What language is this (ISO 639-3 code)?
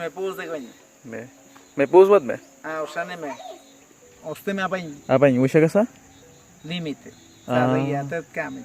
kwi